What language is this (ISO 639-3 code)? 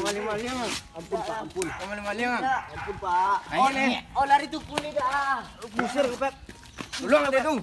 min